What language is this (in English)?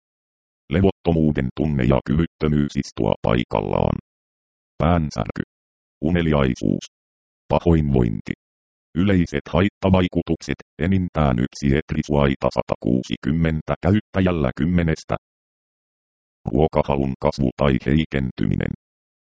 Finnish